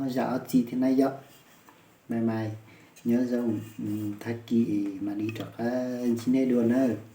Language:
Hmong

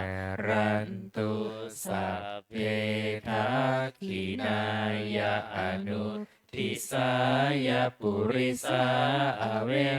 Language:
Pali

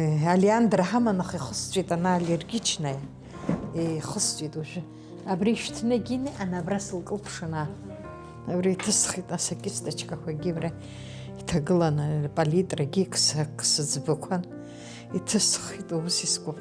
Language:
Abkhazian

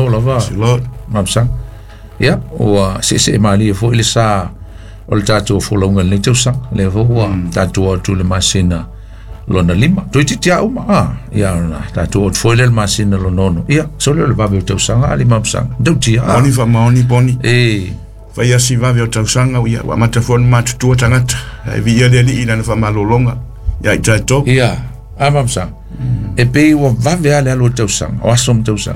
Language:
Samoan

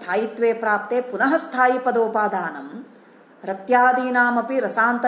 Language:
Sanskrit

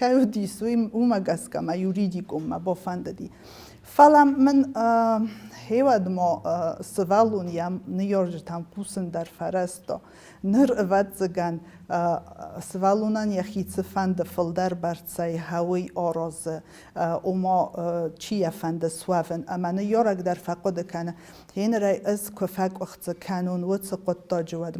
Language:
Ossetic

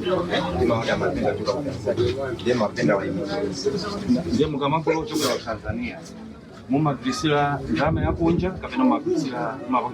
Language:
Nyanja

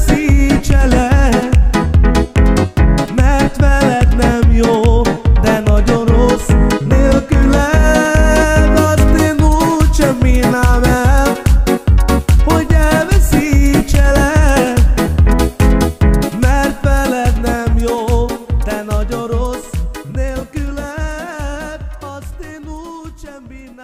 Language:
Hungarian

